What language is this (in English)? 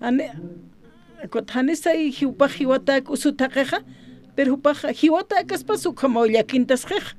Aymara